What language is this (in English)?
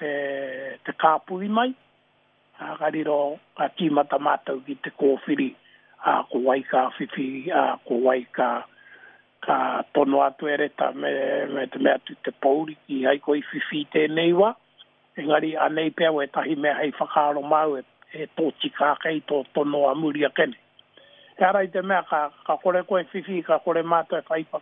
Māori